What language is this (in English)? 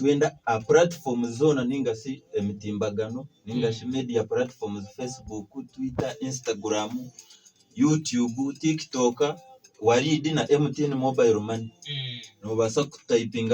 Nyankole